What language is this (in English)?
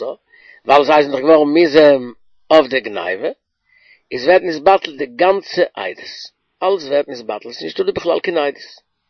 Yiddish